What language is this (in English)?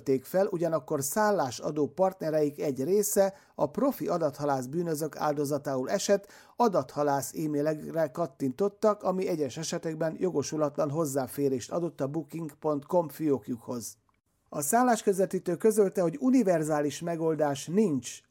Hungarian